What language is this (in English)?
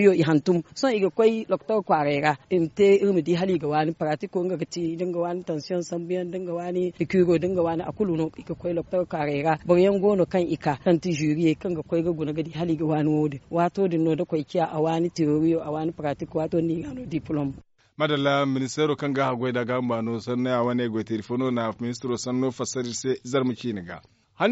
Zarma